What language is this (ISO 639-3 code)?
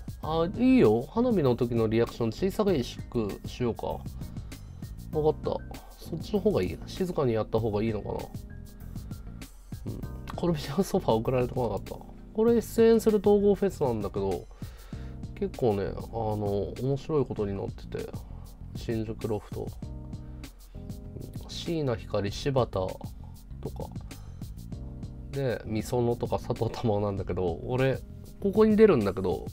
jpn